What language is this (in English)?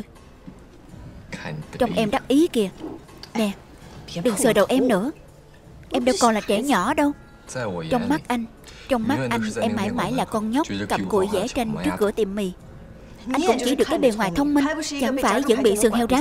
Vietnamese